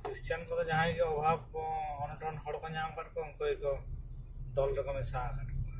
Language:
Santali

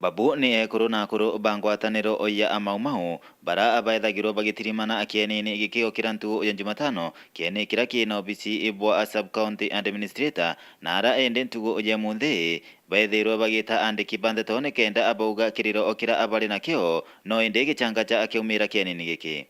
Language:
Meru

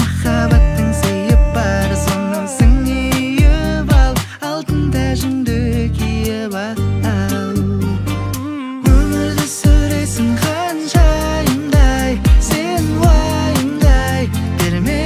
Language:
Kazakh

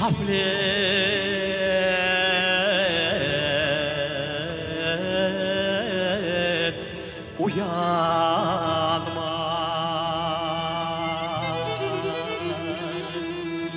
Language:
Crimean Tatar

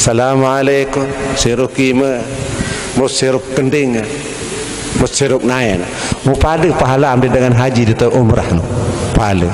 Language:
Sasak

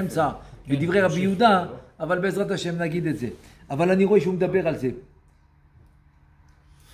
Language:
Hebrew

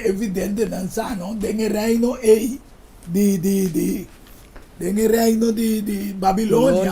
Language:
Papiamento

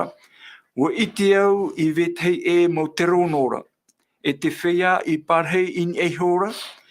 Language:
Tahitian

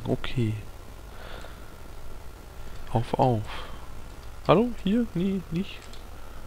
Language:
German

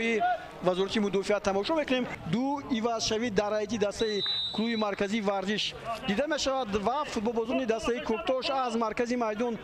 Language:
Tajik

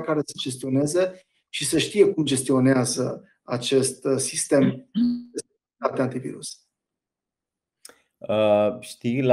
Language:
Romanian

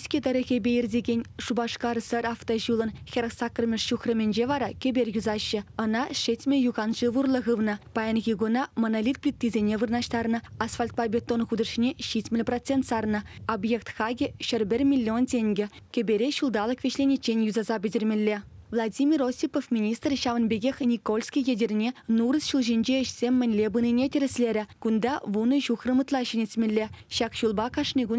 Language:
Chuvash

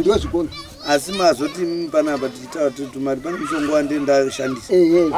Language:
Shona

